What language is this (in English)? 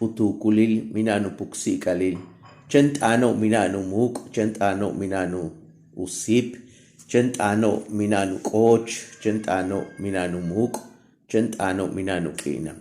Yucateco